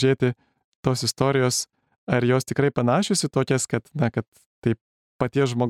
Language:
Lithuanian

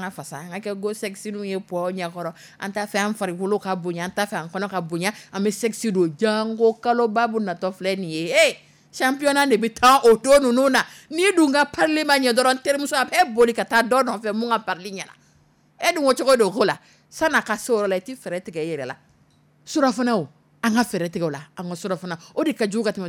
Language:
Dyula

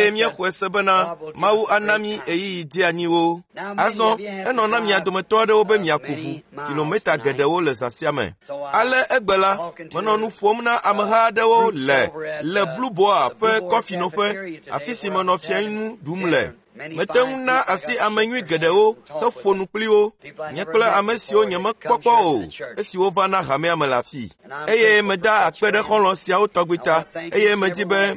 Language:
Ewe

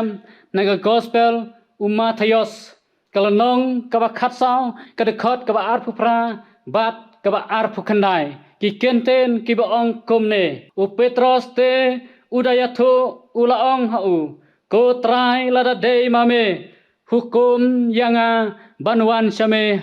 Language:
Khasi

